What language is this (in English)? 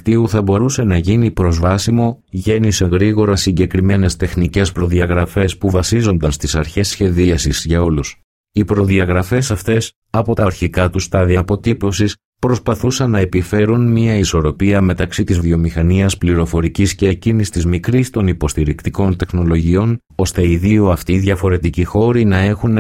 Greek